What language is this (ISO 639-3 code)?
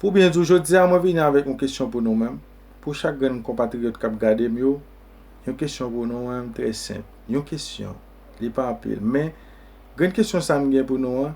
hat